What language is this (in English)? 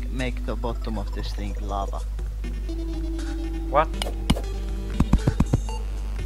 English